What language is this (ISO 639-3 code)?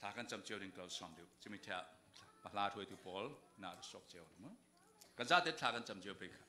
cfm